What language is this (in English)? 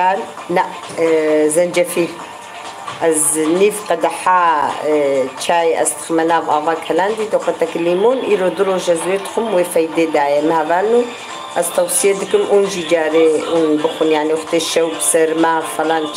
Kurdish